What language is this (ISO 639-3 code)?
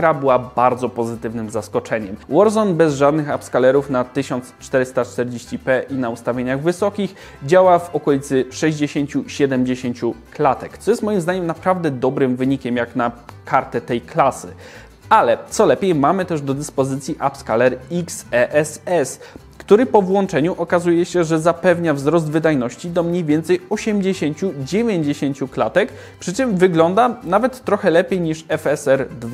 pol